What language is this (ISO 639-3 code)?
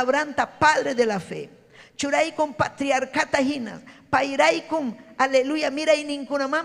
quy